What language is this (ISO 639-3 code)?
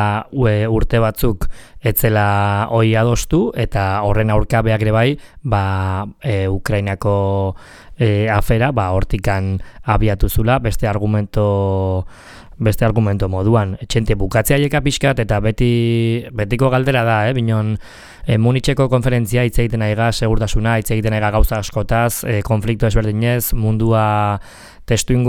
eus